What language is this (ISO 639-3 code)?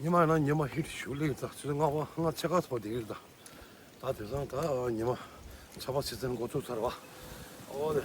bod